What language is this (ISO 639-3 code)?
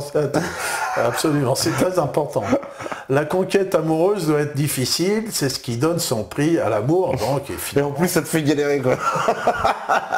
fra